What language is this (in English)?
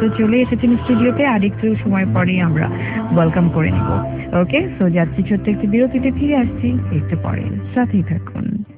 Bangla